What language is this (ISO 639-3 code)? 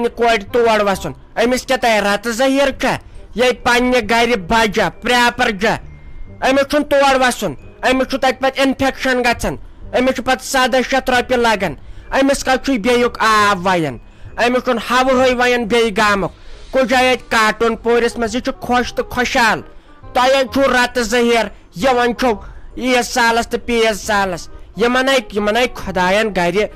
kas